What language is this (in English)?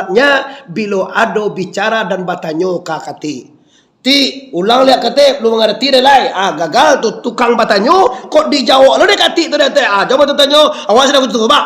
Minangkabau